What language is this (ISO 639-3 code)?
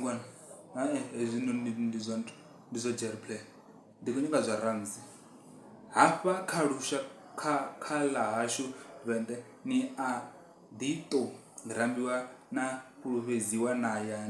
ven